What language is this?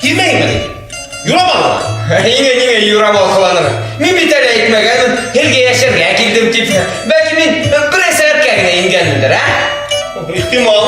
Bashkir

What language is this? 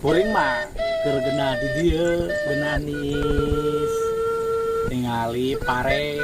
Sundanese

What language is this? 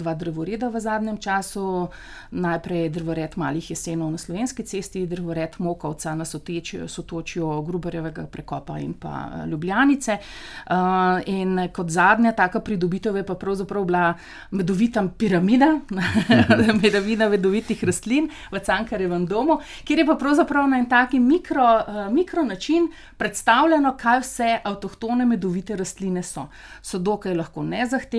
Slovenian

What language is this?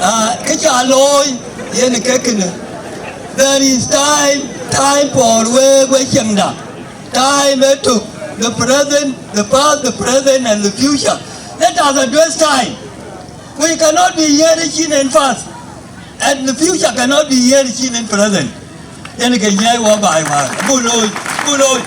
Dinka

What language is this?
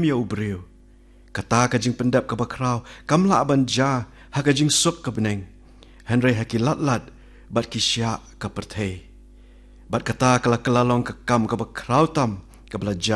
Khasi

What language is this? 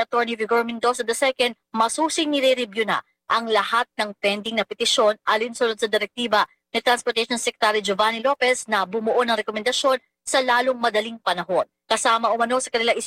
Filipino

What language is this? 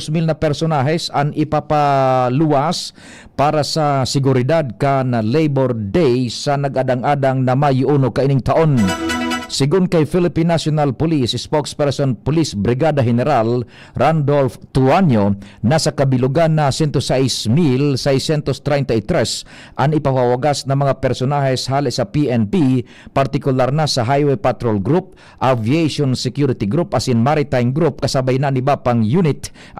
Bikol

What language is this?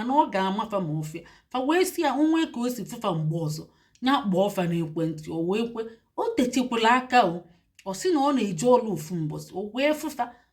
Igbo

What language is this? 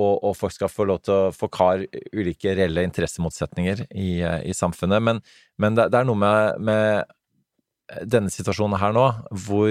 Norwegian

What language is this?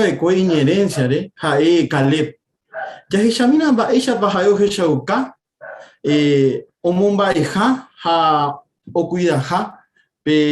Guarani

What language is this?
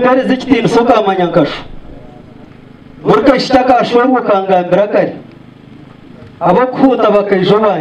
Kinyarwanda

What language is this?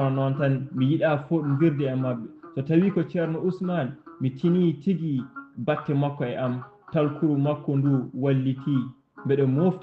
Fula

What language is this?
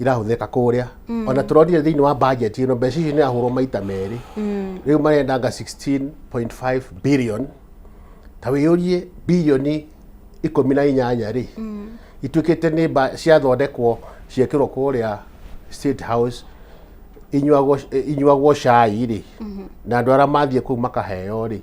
Kikuyu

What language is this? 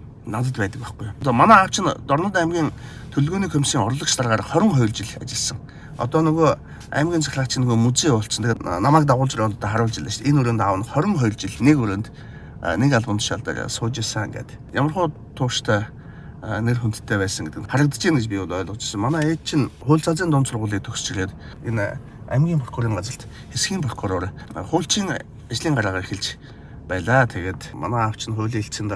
Mongolian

